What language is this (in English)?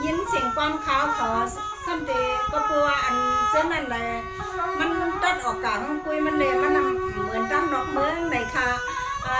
Shan